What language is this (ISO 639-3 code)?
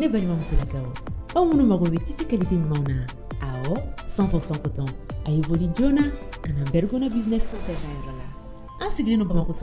bam